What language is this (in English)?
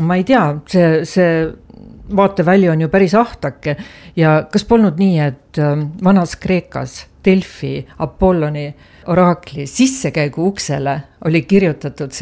Estonian